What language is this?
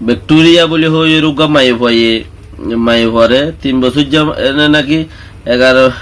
Rohingya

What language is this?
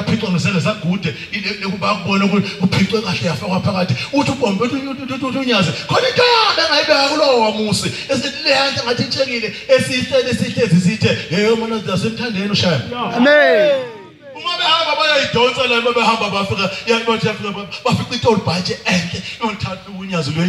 Zulu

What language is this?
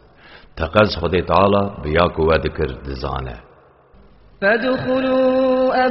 Kurdish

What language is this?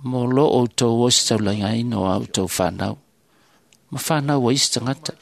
Samoan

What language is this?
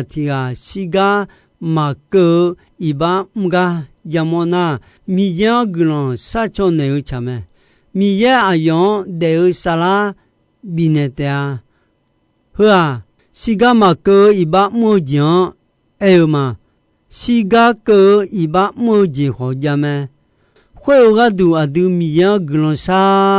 Akha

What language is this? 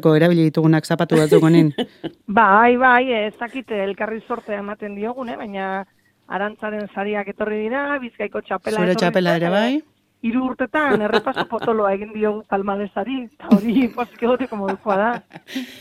Basque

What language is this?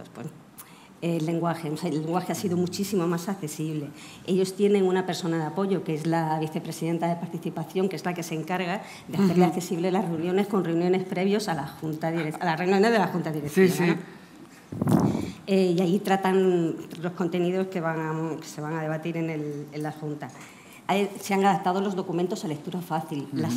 Spanish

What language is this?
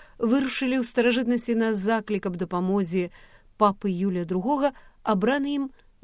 Belarusian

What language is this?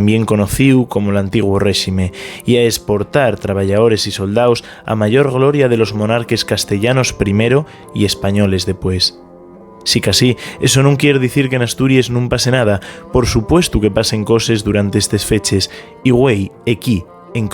Asturian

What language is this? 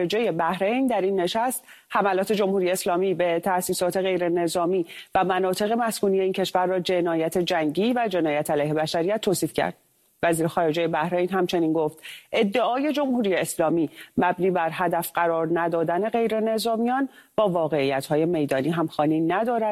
Persian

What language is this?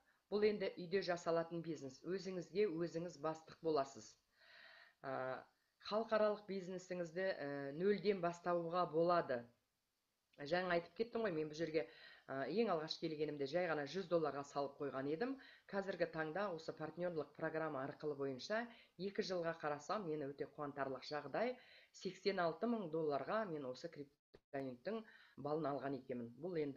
Kazakh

